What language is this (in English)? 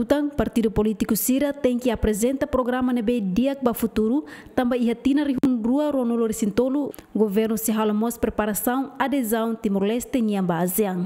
Tetum